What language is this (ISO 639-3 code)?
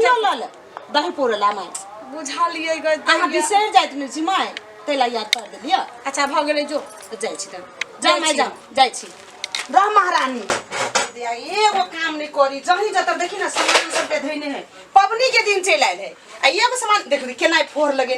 mai